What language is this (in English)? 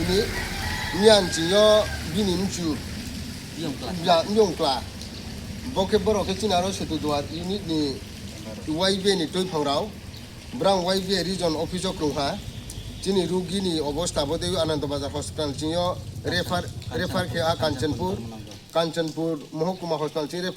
Riang (India)